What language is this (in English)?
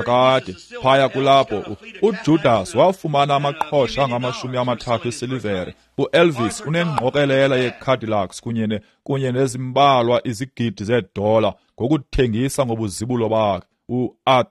Xhosa